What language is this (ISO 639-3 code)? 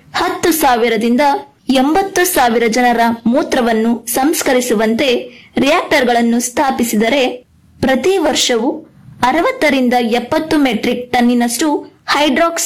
kan